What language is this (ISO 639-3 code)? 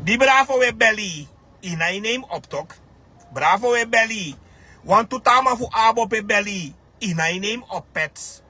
srn